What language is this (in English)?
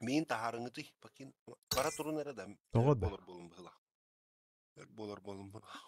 Yakut